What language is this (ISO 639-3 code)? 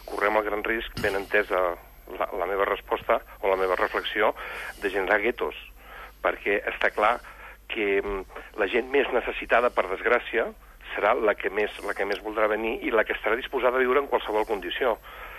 cat